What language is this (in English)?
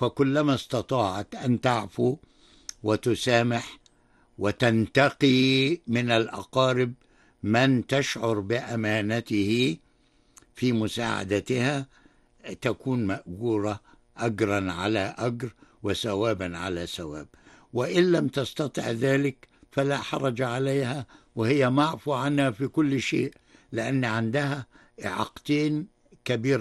Arabic